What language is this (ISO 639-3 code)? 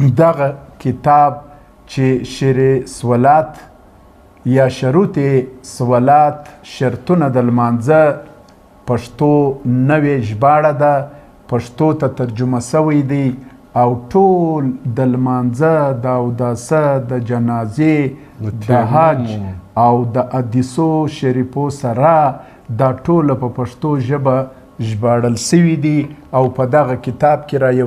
pus